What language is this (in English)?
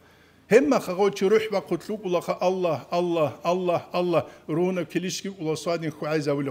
Avaric